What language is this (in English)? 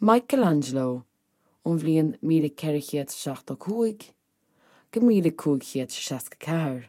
Irish